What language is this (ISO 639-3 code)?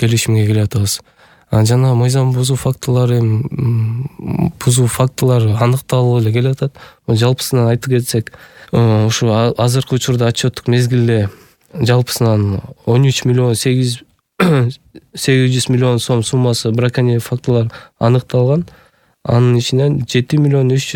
kir